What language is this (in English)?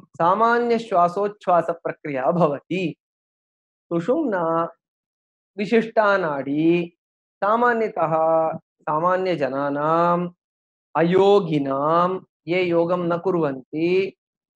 Sanskrit